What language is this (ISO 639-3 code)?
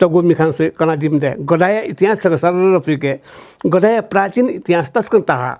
new